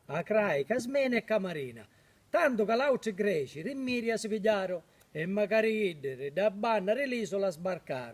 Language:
Sicilian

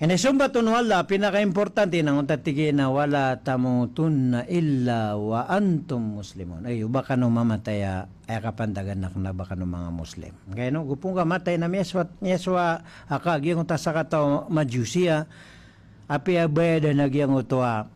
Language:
Maranao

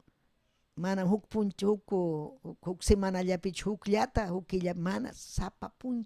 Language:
Ayacucho Quechua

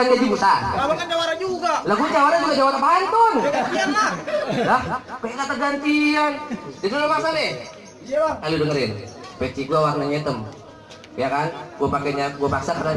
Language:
Betawi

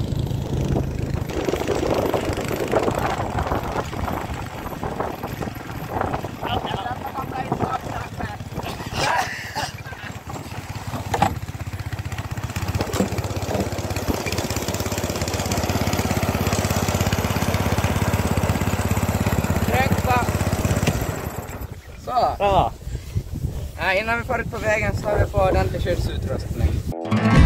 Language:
Swedish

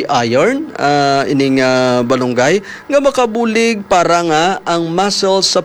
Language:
Hiligaynon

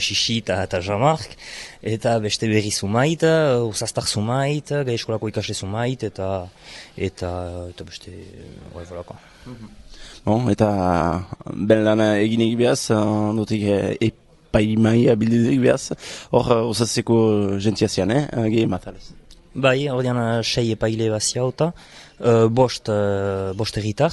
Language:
Basque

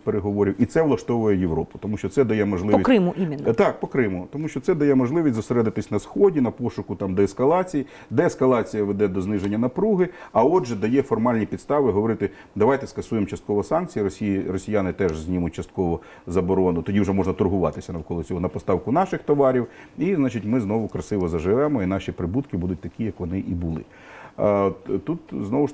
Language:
Ukrainian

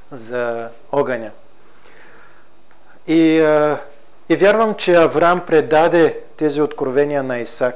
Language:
Bulgarian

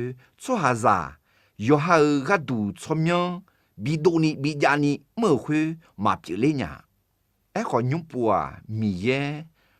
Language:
Akha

